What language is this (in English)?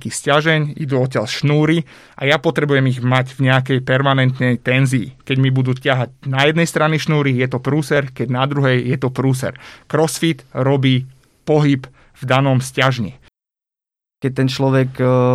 Slovak